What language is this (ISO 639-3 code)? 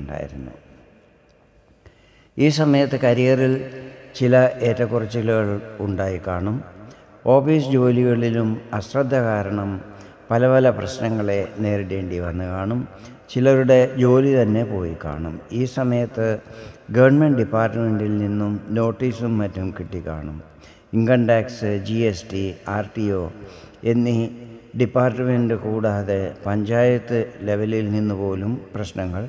mal